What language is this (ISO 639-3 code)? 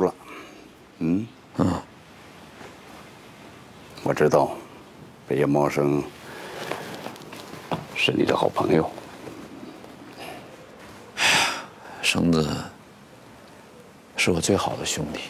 zho